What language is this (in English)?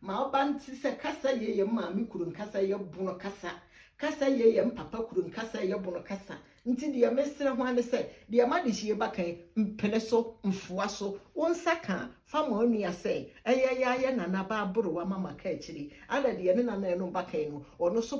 Akan